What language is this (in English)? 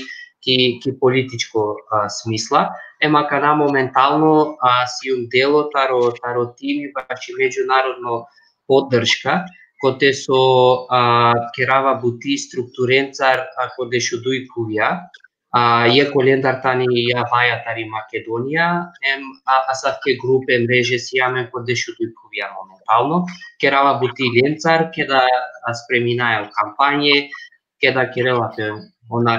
Balkan Romani